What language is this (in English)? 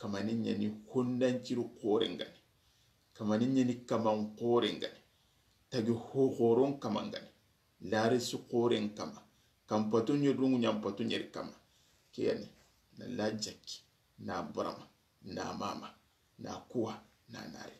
Soninke